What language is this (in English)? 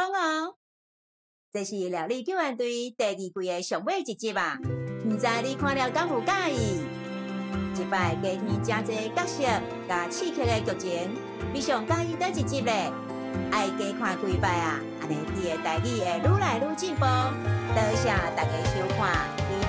Min Nan Chinese